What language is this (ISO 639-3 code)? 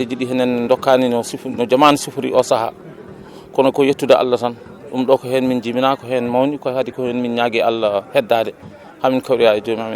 ful